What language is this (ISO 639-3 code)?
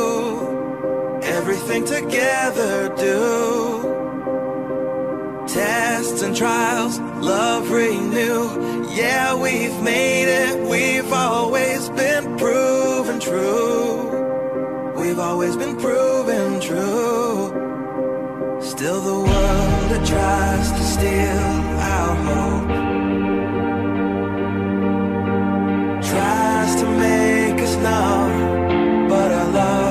eng